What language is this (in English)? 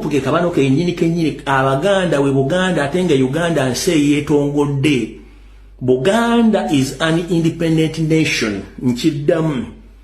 Ganda